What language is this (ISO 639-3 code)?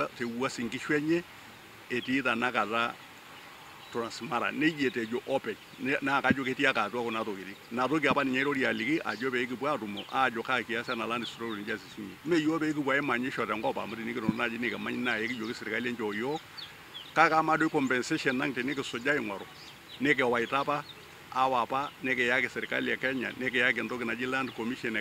mas